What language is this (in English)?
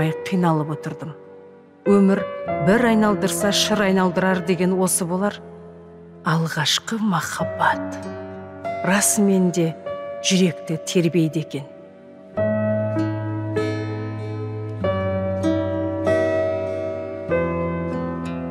Kazakh